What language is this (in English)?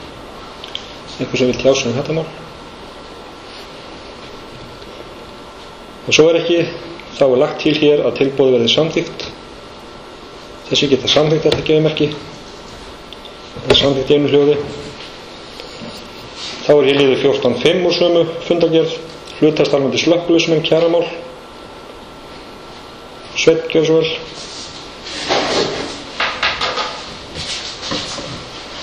Icelandic